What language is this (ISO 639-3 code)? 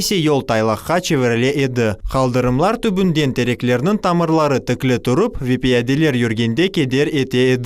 crh